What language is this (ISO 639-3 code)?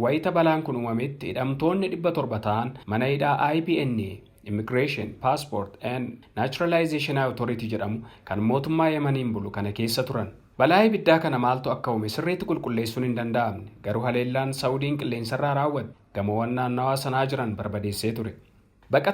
orm